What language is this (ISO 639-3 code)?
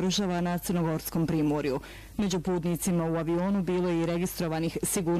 bos